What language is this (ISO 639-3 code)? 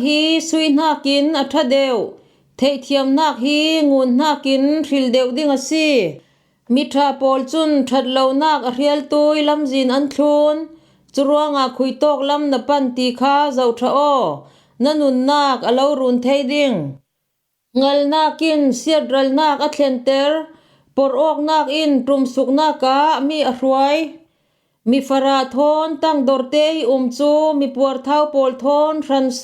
cfm